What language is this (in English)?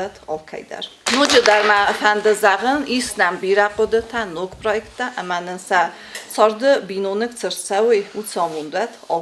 Ossetic